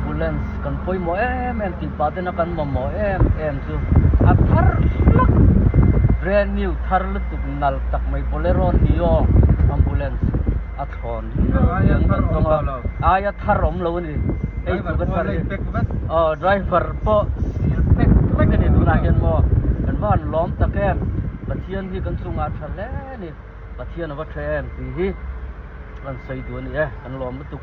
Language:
Mizo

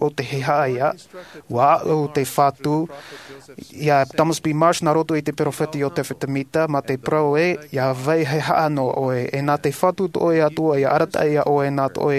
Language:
Tahitian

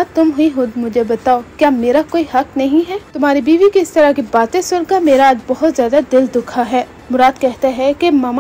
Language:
Hindi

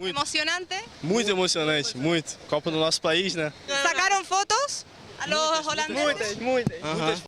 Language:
Papiamento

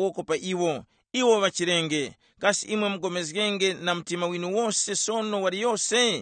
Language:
Tumbuka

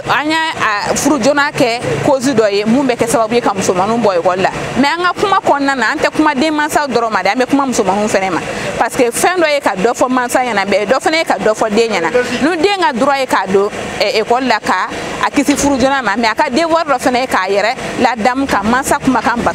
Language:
Bambara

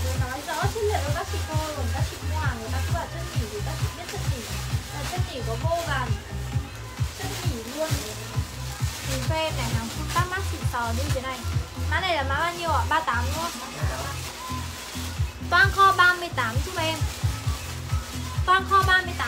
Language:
Vietnamese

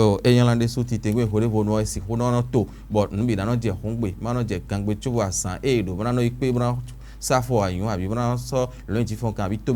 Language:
Fon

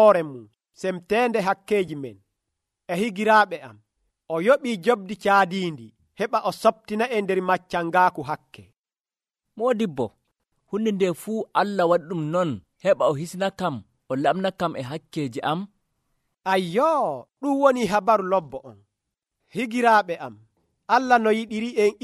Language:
Nigerian Fulfulde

